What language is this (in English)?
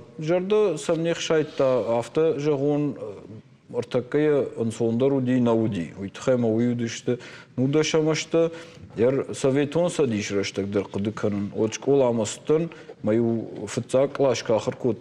Ossetic